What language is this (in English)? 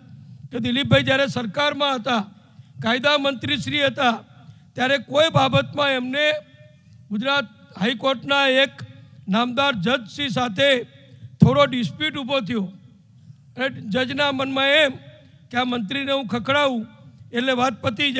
Gujarati